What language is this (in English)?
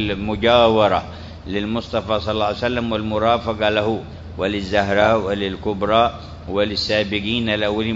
Arabic